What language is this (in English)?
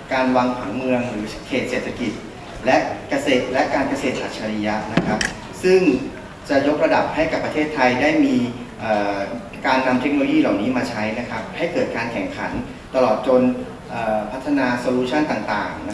Thai